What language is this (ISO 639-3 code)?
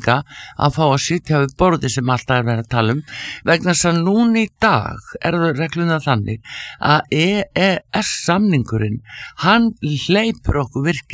isl